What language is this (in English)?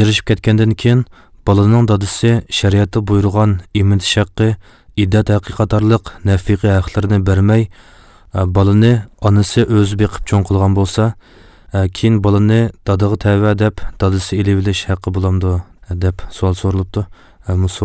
Uyghur